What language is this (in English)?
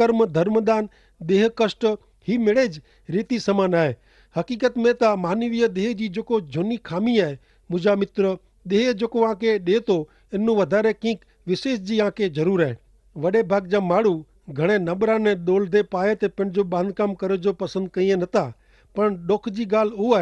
Kachhi